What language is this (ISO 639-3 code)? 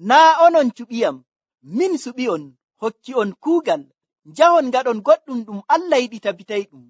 fuv